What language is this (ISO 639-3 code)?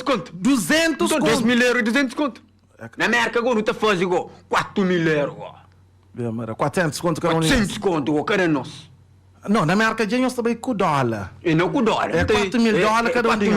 kea